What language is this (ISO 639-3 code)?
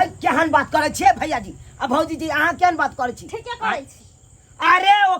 mai